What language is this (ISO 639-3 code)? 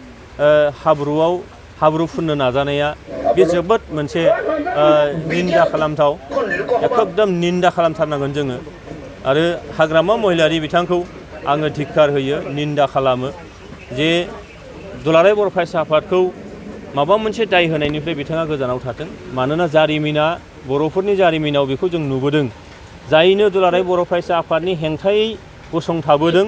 brx